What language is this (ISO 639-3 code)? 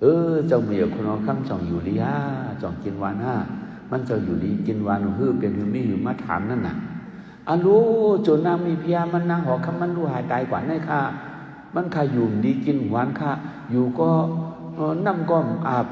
shn